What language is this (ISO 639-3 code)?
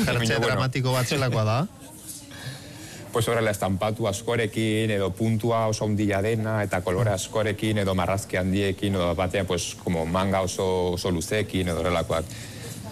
eus